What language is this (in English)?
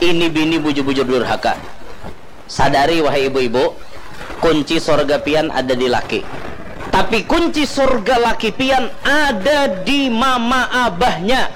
Banjar